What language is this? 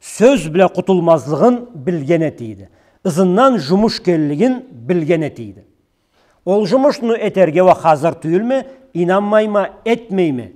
Karachay-Balkar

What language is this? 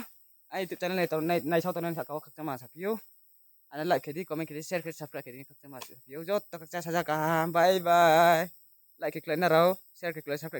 Riang (India)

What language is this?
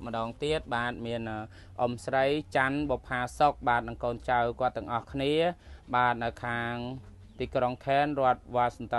Khmer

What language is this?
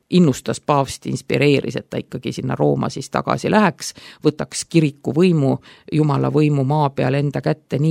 Estonian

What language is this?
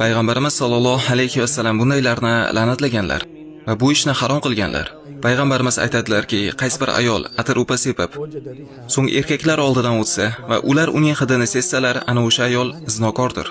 Uzbek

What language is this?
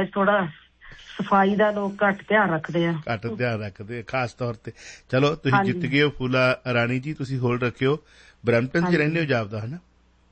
Punjabi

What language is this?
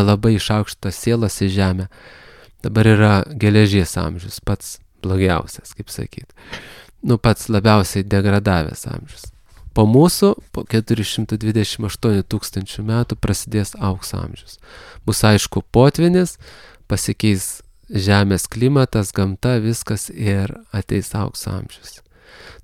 Lithuanian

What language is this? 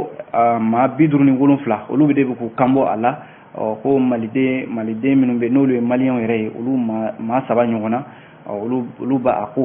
Bambara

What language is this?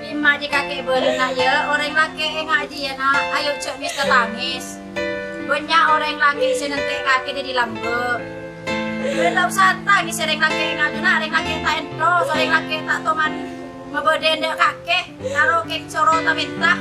Madurese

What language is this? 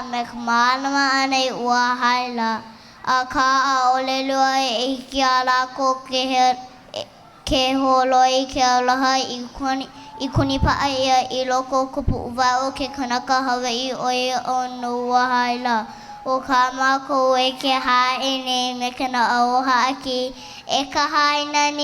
Hawaiian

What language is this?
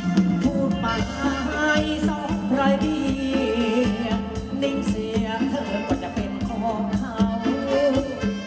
Thai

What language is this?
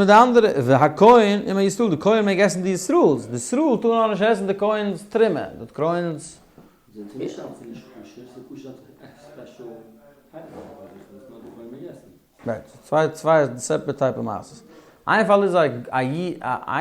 Yiddish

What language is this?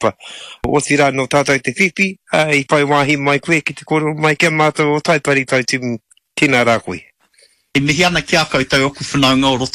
Māori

